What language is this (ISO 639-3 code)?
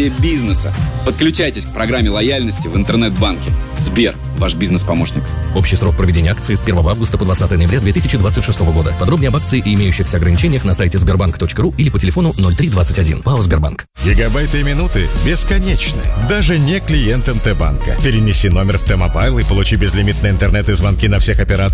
rus